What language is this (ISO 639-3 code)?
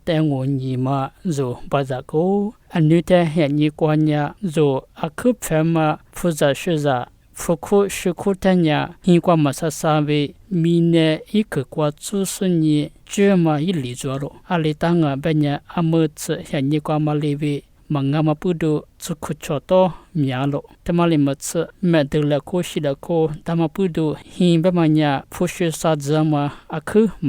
lis